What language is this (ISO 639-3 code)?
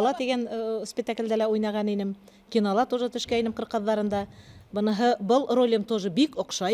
bak